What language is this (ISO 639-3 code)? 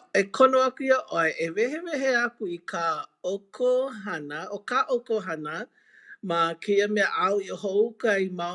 haw